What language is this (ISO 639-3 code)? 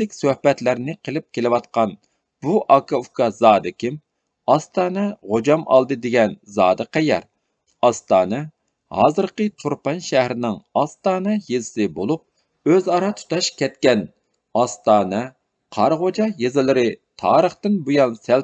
uig